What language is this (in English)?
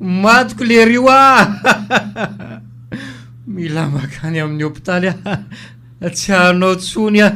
Malagasy